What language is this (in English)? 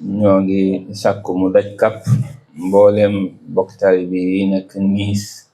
Wolof